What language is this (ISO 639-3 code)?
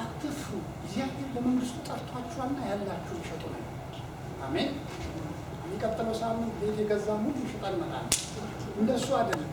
amh